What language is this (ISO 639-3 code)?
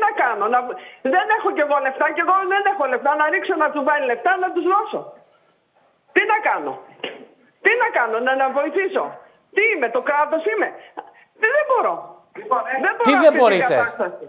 ell